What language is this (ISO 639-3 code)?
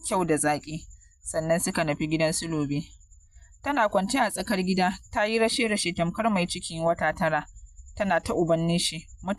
hau